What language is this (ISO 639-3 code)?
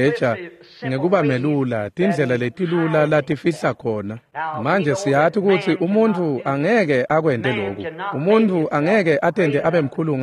ssw